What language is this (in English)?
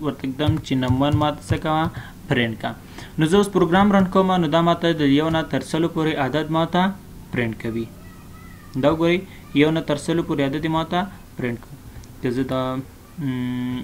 Pashto